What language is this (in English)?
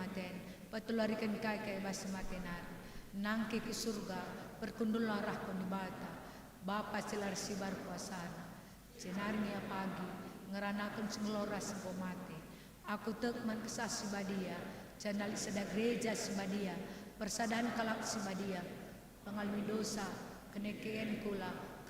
Batak Karo